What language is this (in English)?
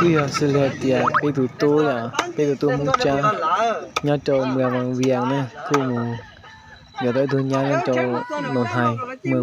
Hmong